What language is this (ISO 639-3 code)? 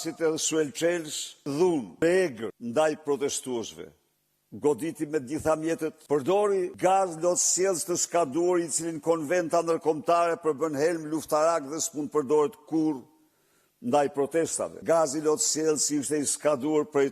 sqi